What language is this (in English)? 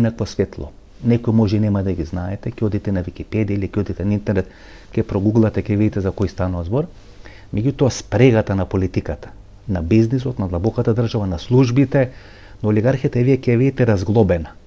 Macedonian